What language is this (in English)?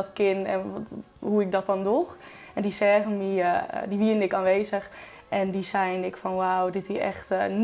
Western Frisian